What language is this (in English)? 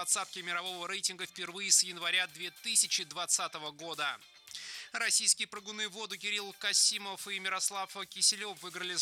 Russian